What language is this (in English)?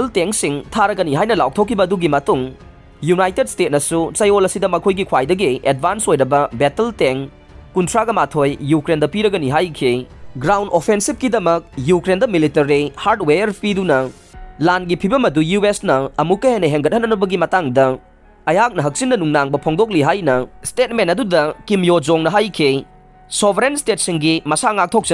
Manipuri